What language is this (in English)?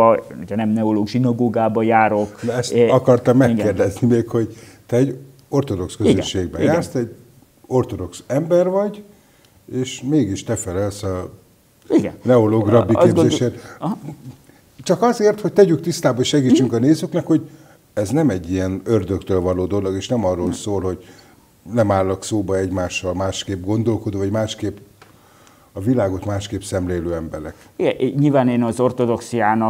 Hungarian